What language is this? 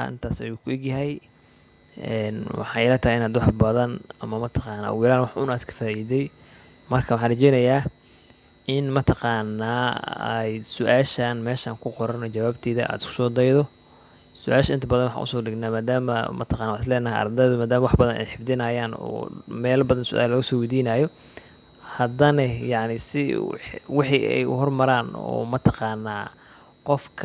Somali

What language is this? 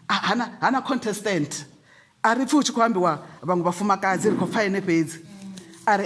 Venda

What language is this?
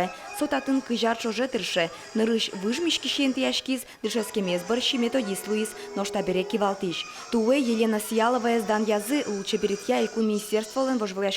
Udmurt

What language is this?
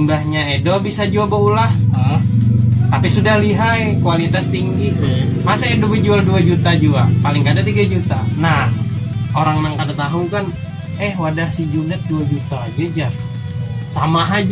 Banjar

